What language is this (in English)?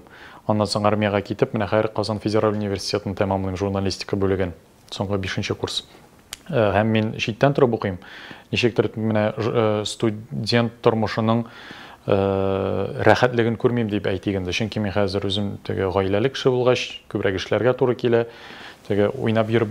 Tatar